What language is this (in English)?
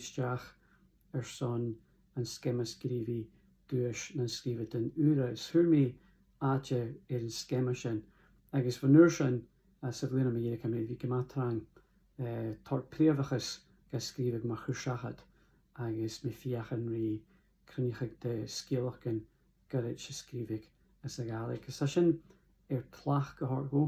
Scottish Gaelic